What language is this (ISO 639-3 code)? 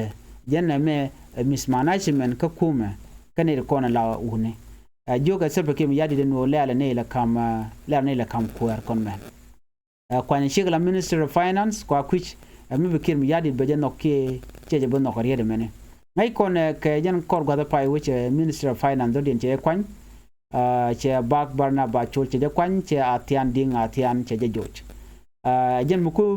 nus